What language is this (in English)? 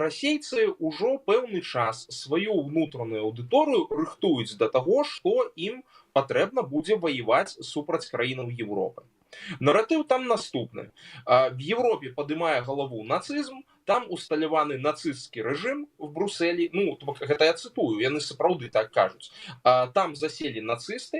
Belarusian